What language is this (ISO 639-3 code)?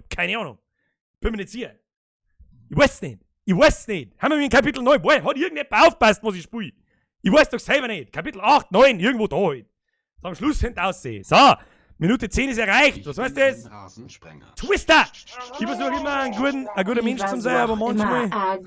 bar